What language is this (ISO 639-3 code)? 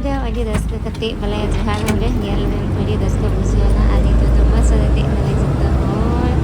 sat